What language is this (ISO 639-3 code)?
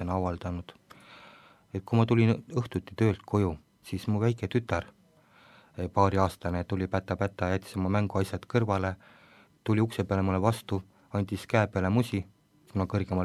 est